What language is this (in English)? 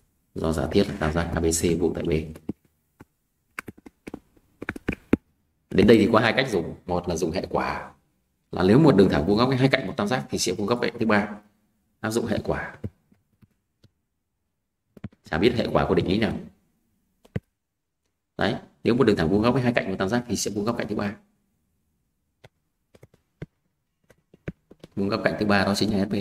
Vietnamese